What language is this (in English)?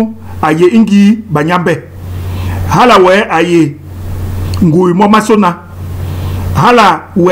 Basaa